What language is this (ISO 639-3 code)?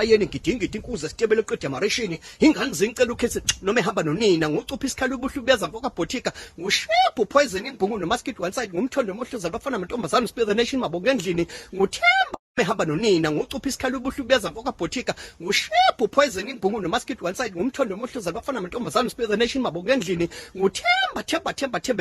zul